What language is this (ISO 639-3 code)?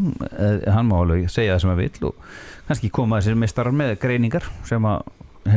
isl